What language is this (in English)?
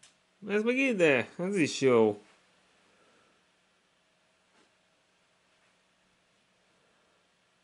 Hungarian